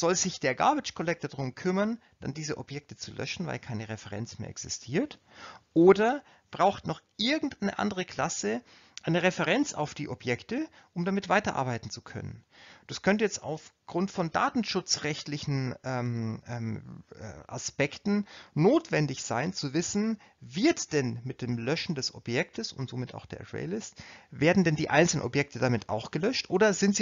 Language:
German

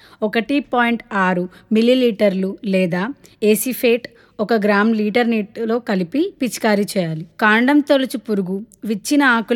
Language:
Telugu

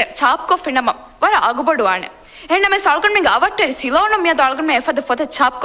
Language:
Divehi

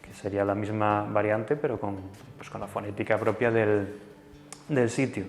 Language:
Asturian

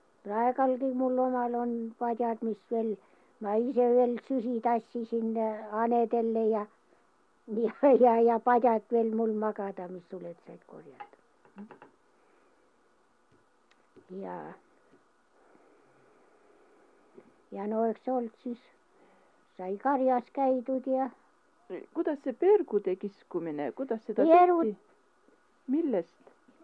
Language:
Estonian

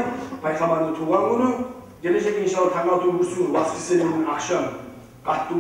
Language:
Kumyk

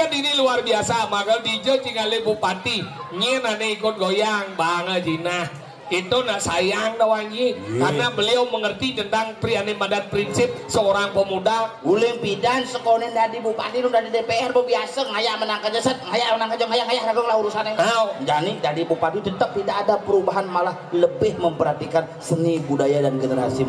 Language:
Balinese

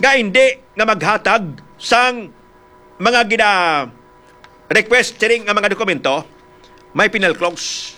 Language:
Hiligaynon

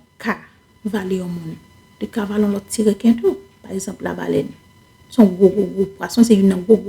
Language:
Haitian Creole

